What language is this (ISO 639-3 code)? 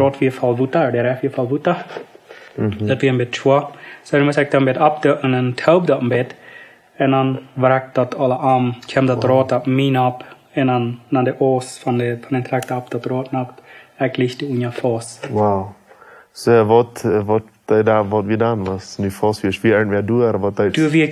pdt